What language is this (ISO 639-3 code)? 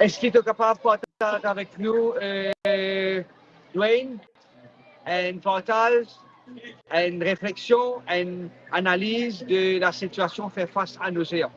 mfe